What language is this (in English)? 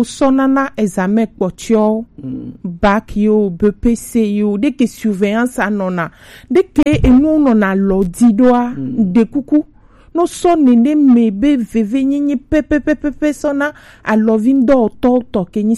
Gen